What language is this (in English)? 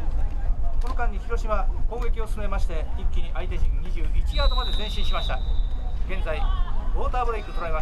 Japanese